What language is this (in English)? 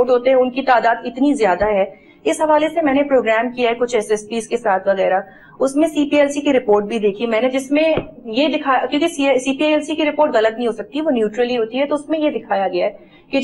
Urdu